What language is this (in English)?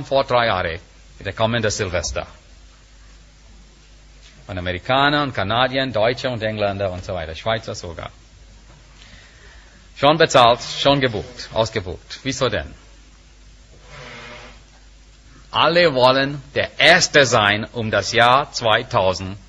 German